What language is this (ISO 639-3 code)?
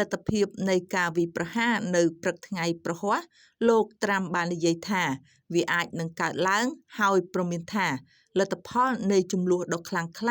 khm